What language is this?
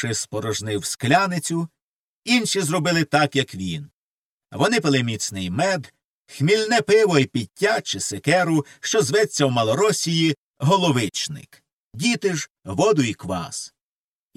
Ukrainian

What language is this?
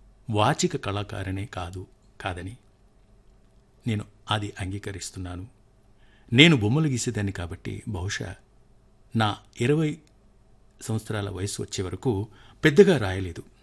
Telugu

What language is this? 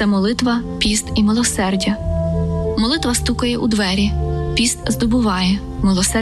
Ukrainian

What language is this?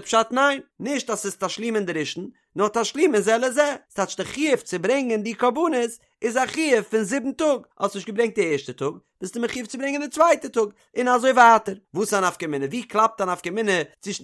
Yiddish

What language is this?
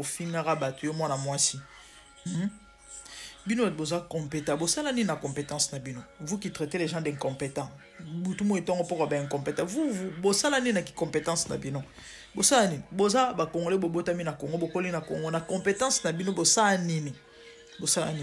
Lingala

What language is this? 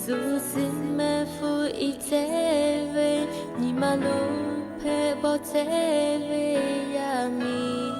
Lahu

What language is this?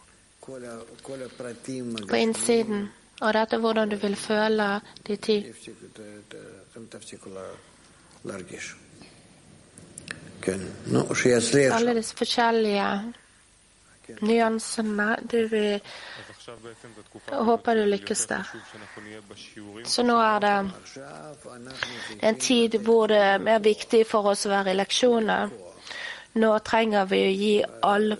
Norwegian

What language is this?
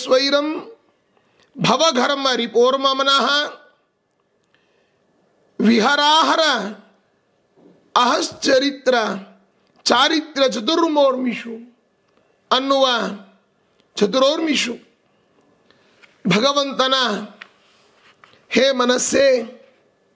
Kannada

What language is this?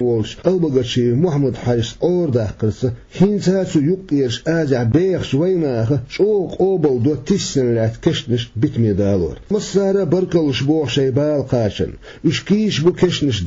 Chechen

